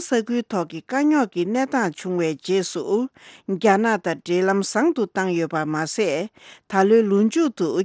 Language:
Tibetan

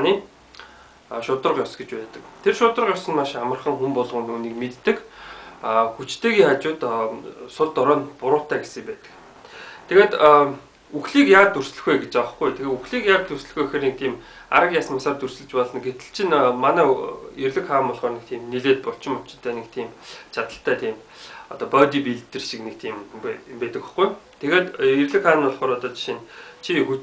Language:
Mongolian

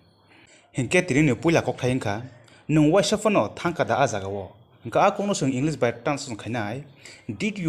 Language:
Kok Borok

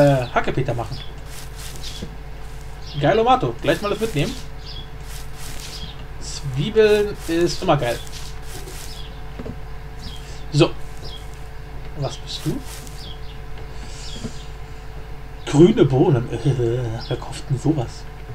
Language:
German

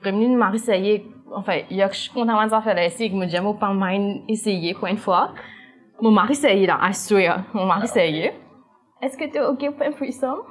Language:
Morisyen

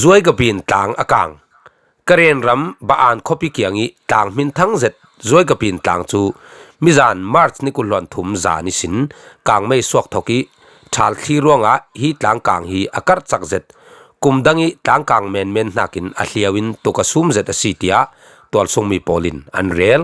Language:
Falam Chin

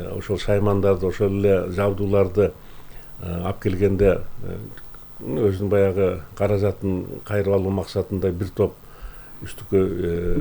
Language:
Kyrgyz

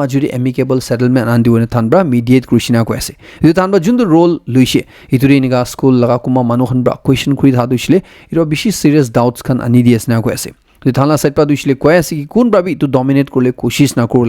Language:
Naga Pidgin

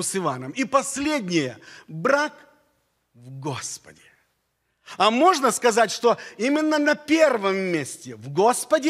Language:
Russian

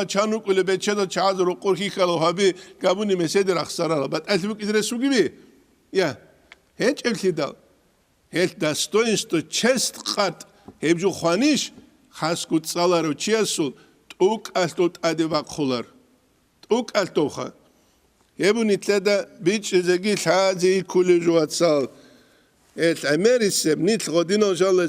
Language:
Avaric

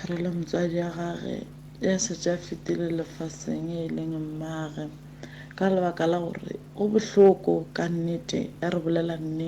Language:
Northern Sotho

